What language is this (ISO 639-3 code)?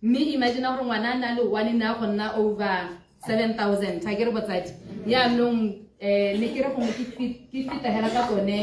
tsn